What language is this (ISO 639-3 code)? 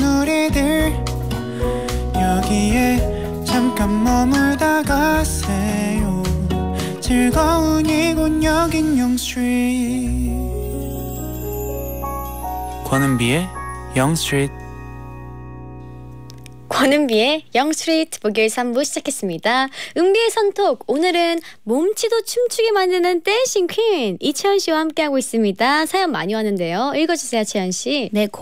kor